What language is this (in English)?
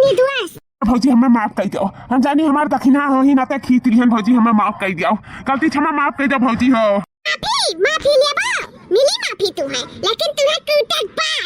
Awadhi